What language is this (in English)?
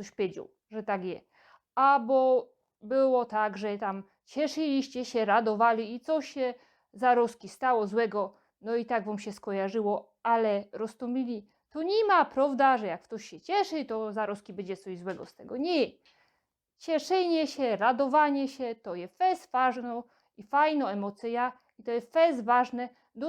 Silesian